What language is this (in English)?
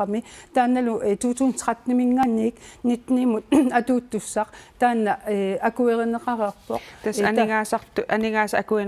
Kalaallisut